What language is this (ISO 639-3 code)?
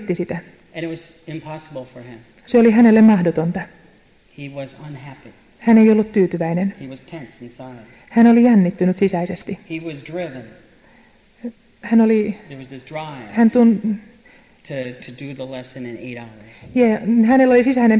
fin